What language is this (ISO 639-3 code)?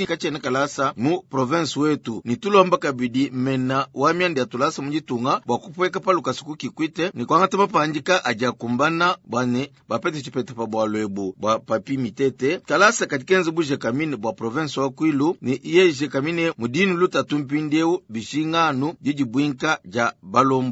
lua